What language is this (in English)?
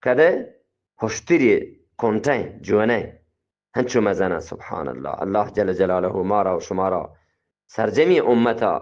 Eastern Balochi